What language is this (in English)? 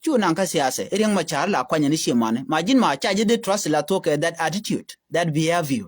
Nuer